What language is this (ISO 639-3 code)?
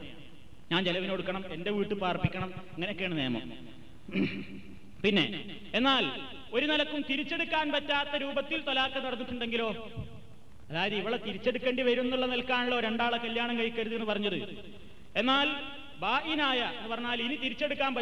mal